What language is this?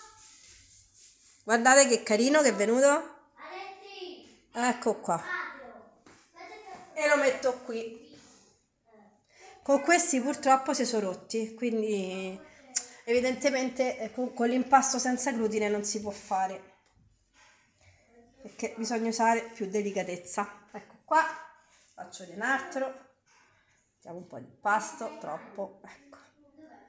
Italian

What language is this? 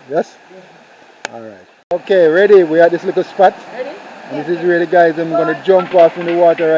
Jamaican Creole English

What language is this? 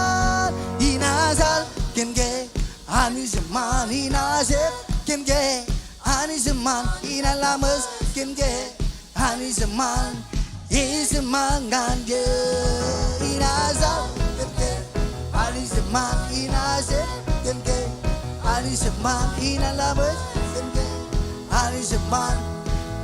Marshallese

